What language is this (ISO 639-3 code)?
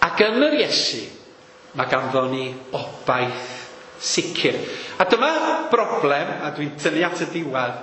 cym